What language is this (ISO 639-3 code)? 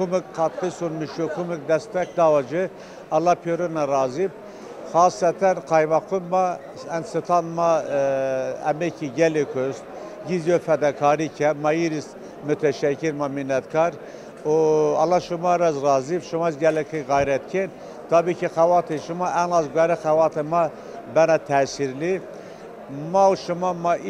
zza